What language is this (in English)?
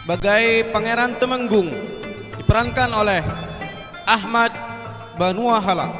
Banjar